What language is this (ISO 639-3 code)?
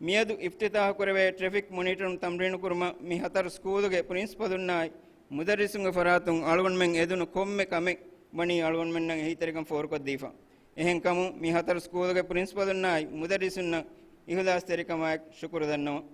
div